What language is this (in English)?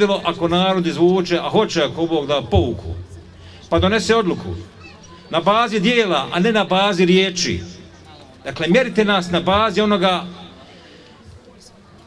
Bosnian